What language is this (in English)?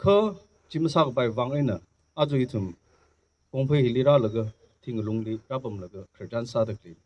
Tangkhul Naga (India)